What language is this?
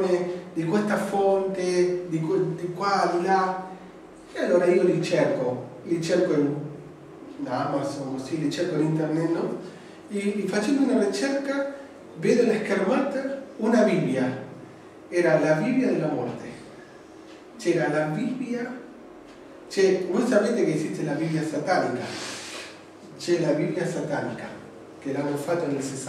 Italian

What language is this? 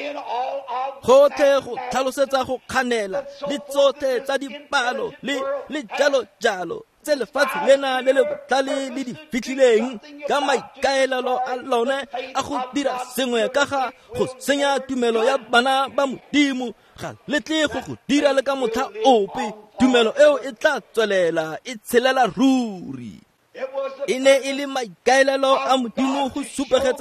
Tswana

